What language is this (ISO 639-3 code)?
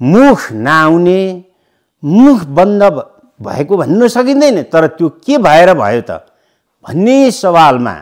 nep